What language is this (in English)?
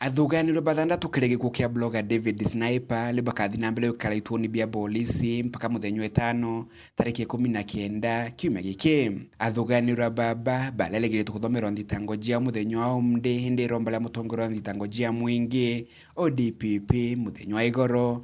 Meru